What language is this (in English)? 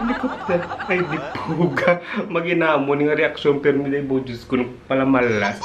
Hiligaynon